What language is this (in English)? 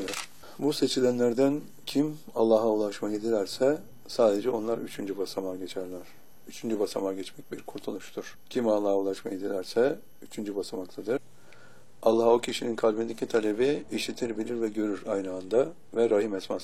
Turkish